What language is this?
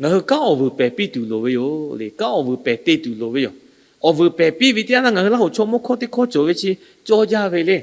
Lahu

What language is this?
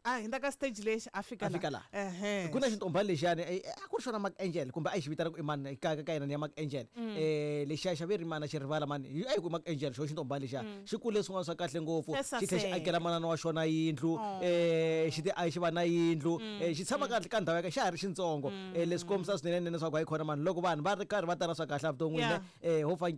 Tsonga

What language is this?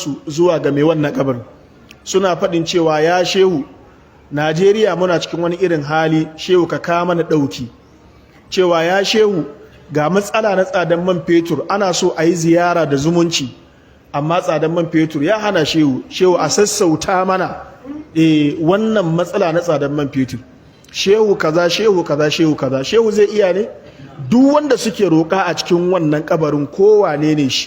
Hausa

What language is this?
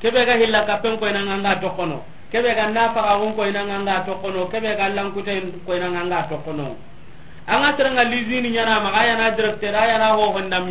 Soninke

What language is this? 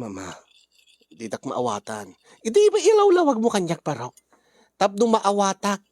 Iloko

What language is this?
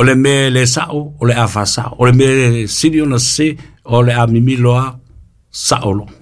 Samoan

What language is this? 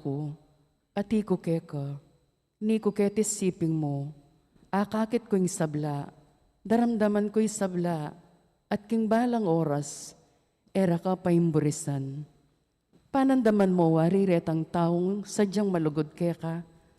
Pampanga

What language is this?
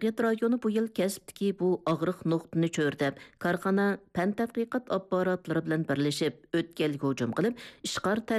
Uyghur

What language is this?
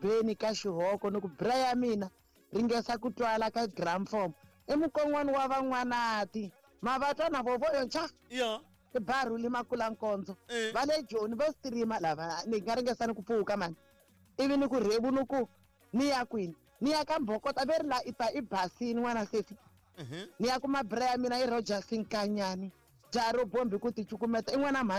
Tsonga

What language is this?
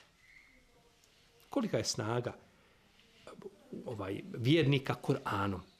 Bosnian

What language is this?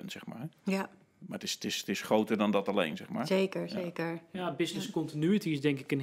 Dutch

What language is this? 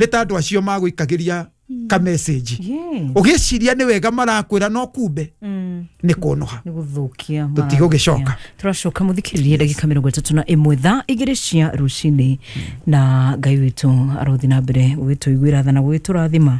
Kikuyu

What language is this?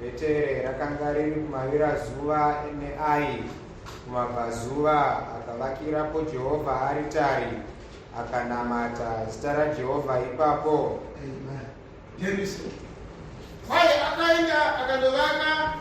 Shona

